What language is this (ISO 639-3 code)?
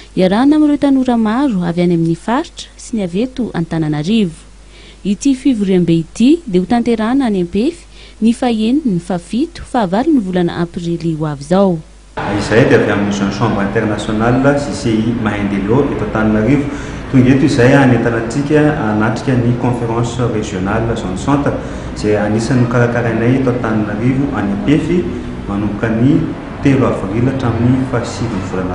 mlg